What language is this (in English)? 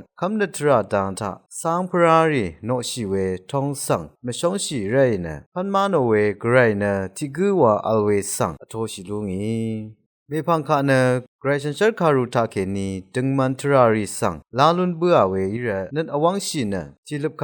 Rawang